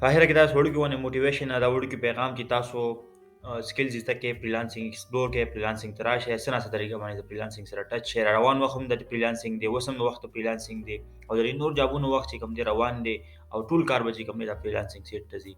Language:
Pashto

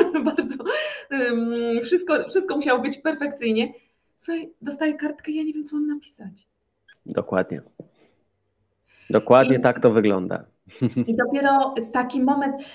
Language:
Polish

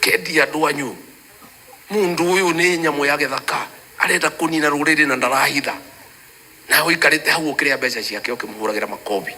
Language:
Kikuyu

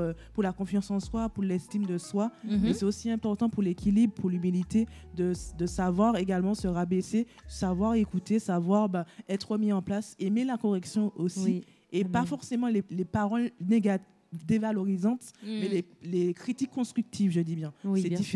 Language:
French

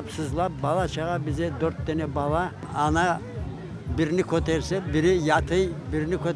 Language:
Crimean Tatar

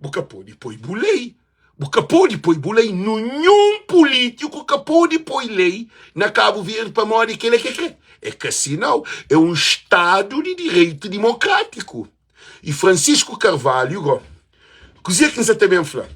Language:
Kabuverdianu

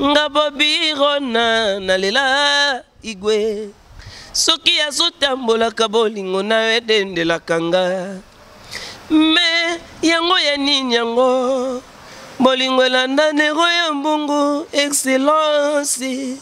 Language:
Lingala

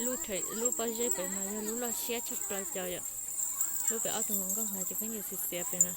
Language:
Hmong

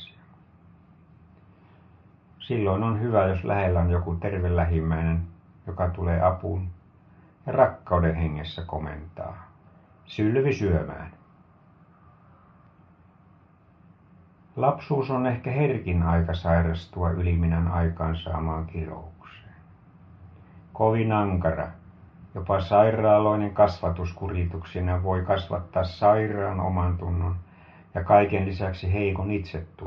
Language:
Finnish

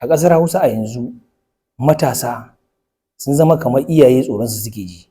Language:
Hausa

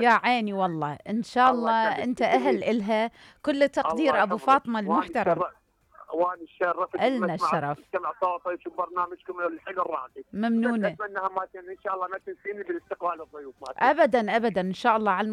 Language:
Mesopotamian Arabic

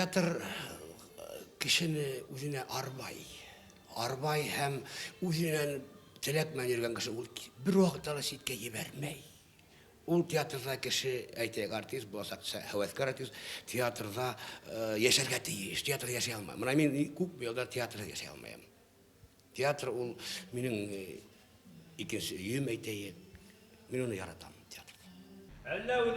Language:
Bashkir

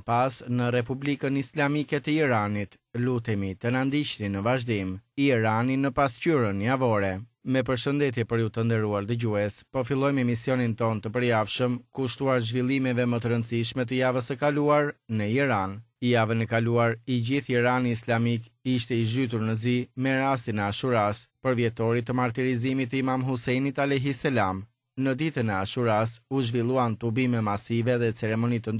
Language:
Albanian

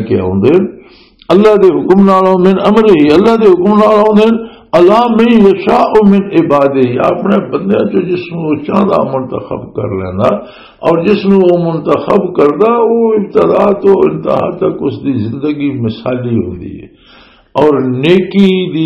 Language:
Western Panjabi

